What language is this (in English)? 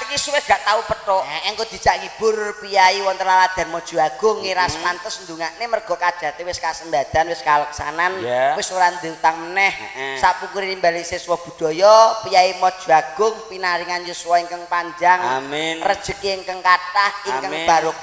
Javanese